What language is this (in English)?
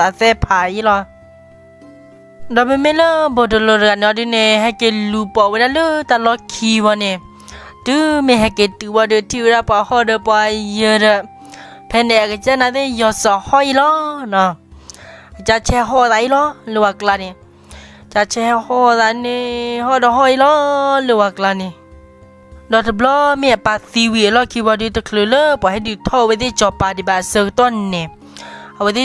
S'gaw Karen